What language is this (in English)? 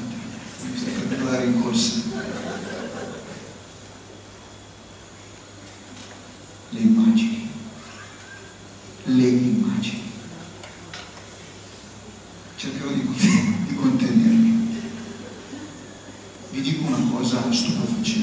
Italian